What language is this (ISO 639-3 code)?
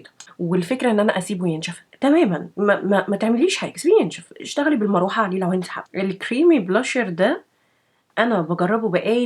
arz